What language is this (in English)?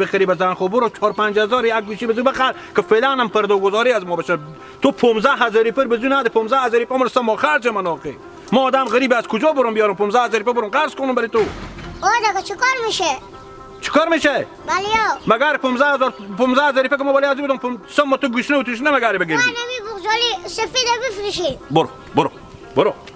Hazaragi